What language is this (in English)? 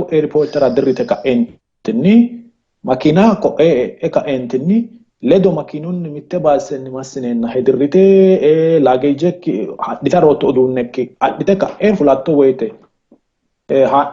Sidamo